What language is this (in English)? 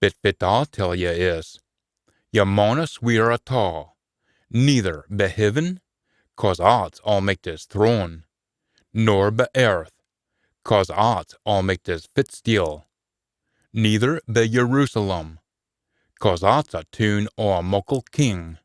Scots